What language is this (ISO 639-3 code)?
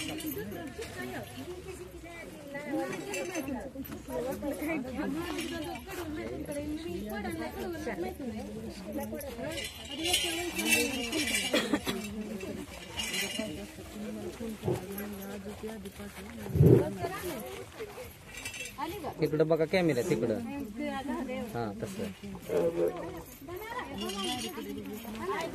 mar